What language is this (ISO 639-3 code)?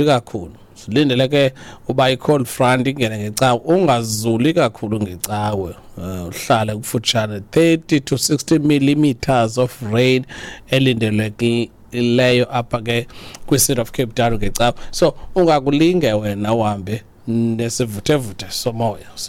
xho